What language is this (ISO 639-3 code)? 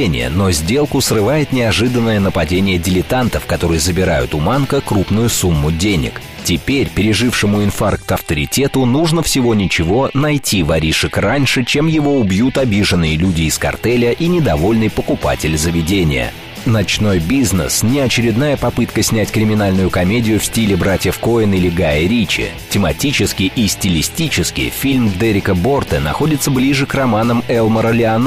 rus